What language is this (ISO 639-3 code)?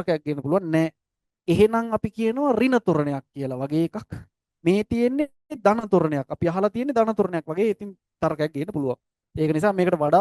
sin